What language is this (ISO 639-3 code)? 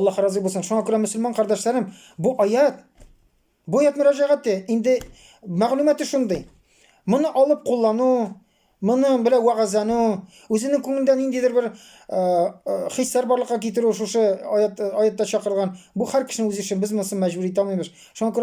tat